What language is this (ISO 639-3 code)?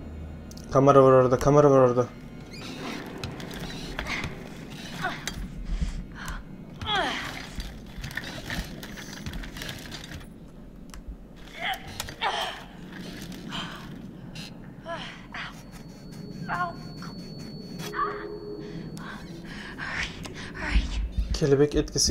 tur